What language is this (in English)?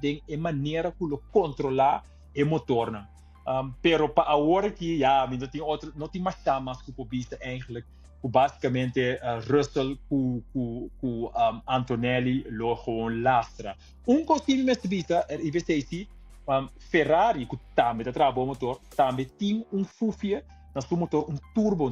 Papiamento